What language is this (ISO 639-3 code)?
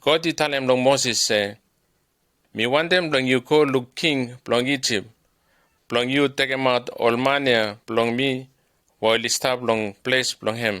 bis